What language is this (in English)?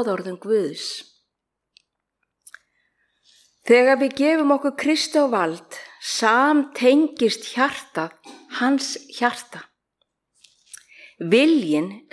Icelandic